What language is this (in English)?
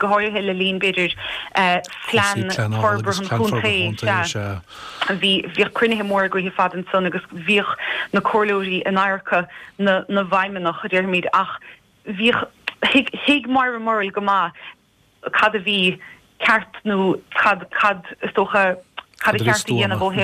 Irish